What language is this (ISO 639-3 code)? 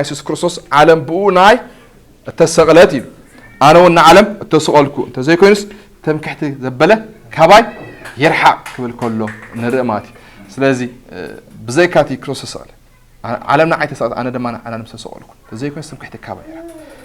tir